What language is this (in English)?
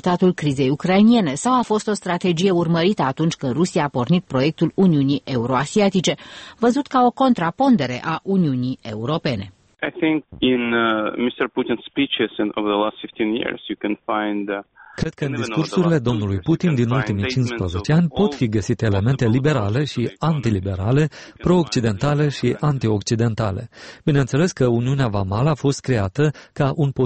Romanian